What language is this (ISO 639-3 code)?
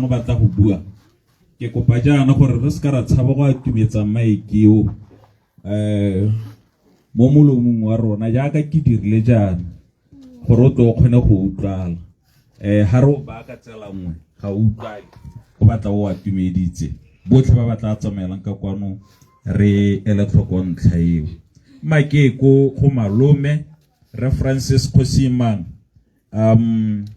tsn